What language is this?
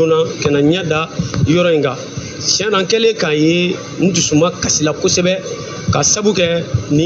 Bambara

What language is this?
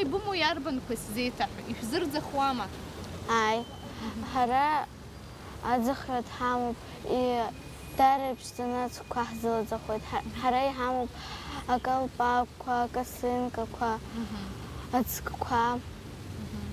Abkhazian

